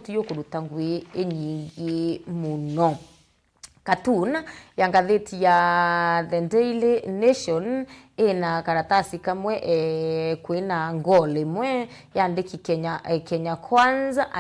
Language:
Meru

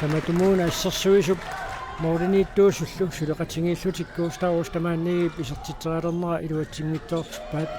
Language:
Kalaallisut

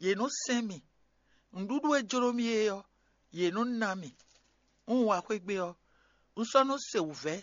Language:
Fon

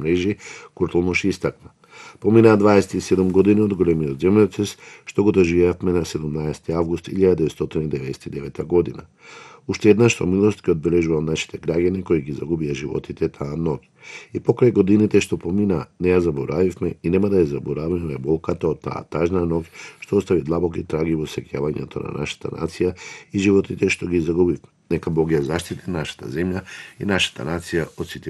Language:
Macedonian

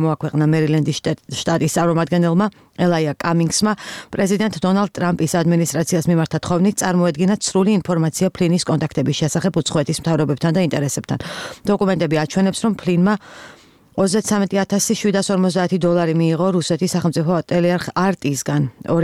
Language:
Georgian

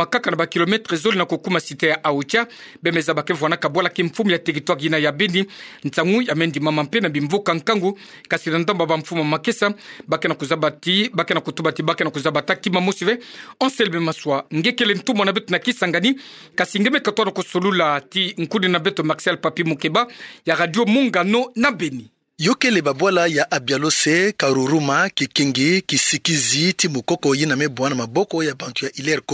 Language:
Kituba (Democratic Republic of Congo)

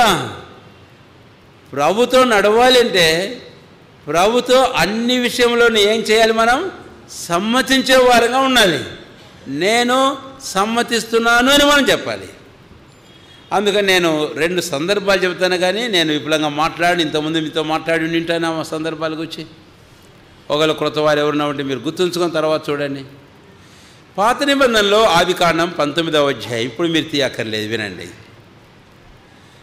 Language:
Telugu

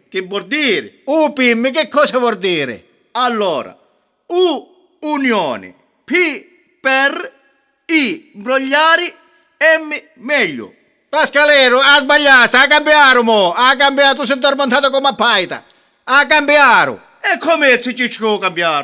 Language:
Sicilian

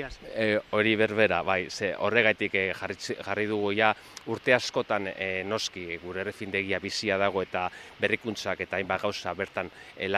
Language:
Basque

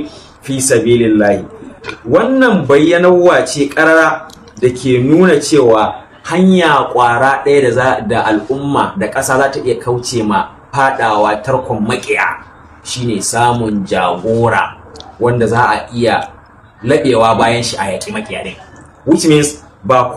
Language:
Hausa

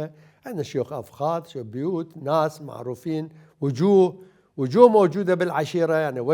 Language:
Mesopotamian Arabic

